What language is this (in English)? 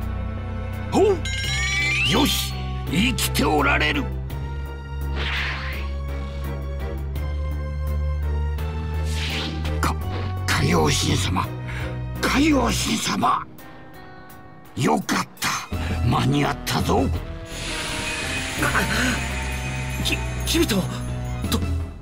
Japanese